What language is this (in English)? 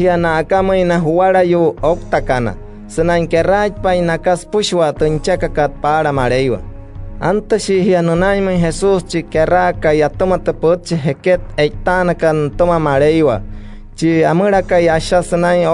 Wayuu